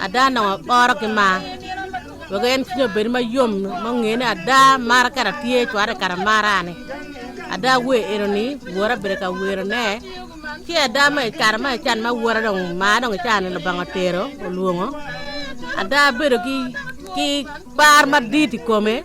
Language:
Acoli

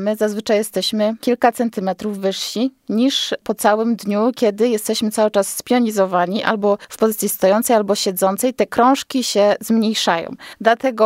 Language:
Polish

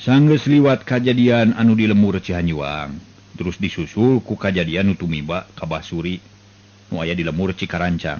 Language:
Sundanese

